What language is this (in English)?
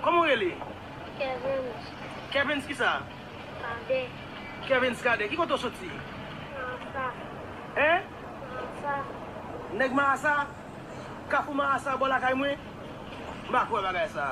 Haitian Creole